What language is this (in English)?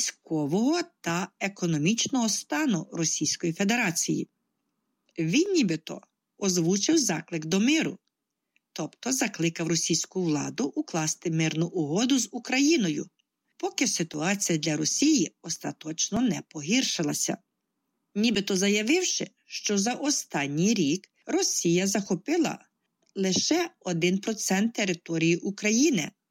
Ukrainian